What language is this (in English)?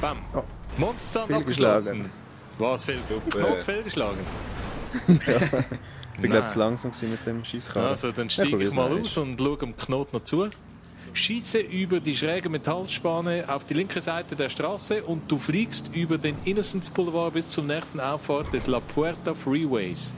Swiss German